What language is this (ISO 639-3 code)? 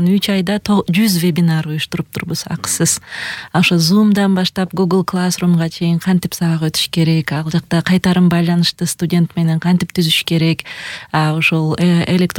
kir